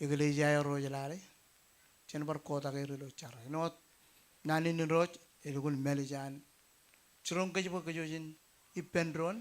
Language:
Marshallese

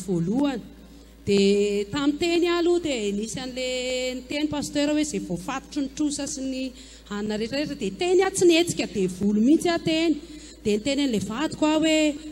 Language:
Malagasy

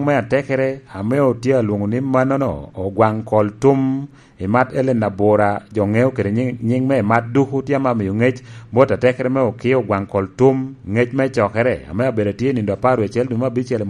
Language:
Lango (Uganda)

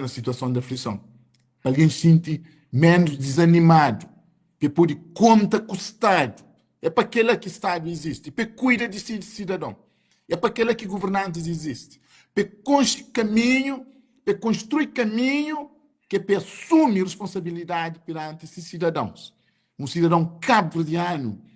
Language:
Kabuverdianu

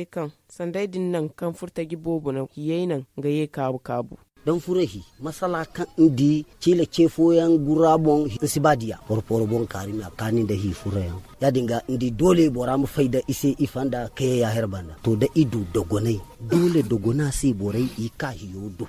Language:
Zarma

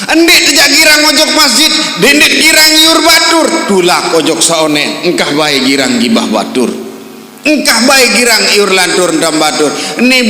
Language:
Sasak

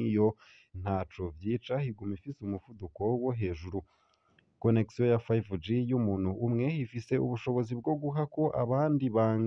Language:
Rundi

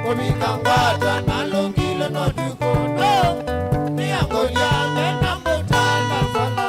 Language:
Kamba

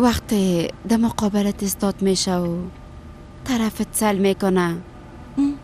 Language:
Persian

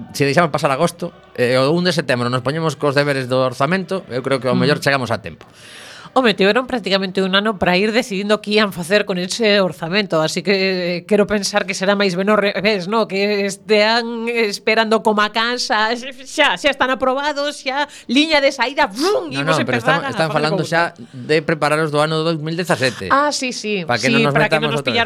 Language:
Galician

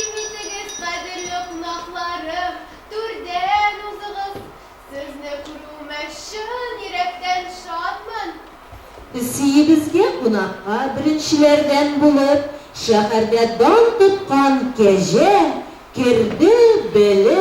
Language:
Tatar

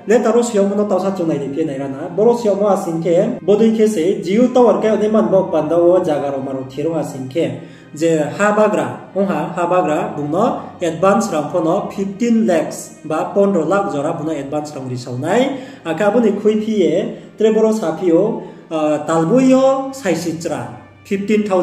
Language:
Riang (India)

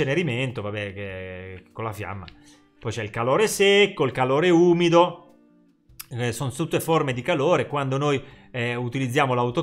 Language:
Italian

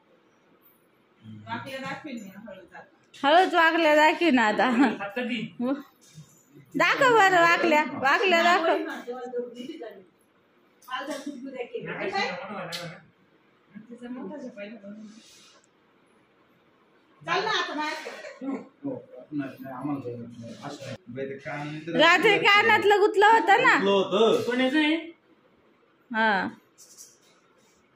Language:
Marathi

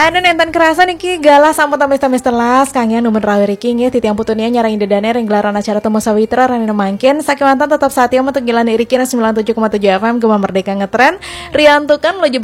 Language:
Balinese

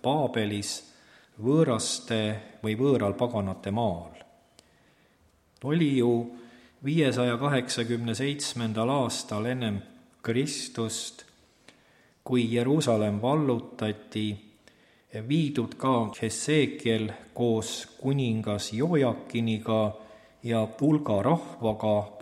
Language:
Estonian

